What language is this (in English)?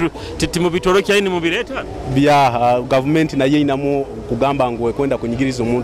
Nyoro